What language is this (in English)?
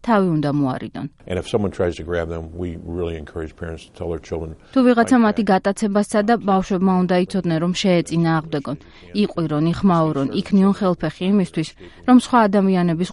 Georgian